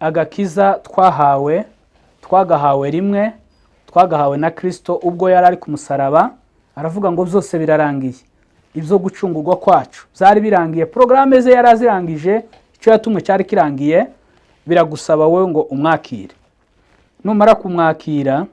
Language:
Kinyarwanda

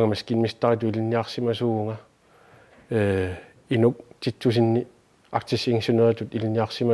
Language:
Kalaallisut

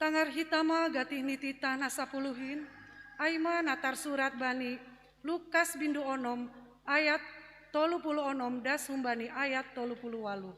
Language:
Batak Simalungun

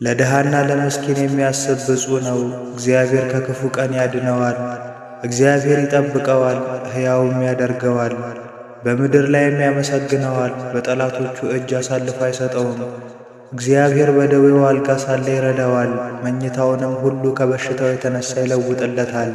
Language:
Amharic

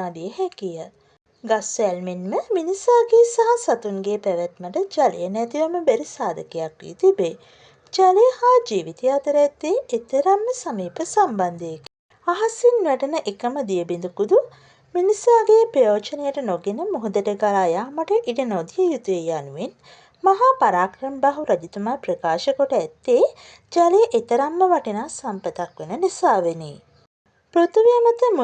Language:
Sinhala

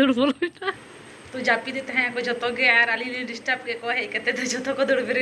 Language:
Santali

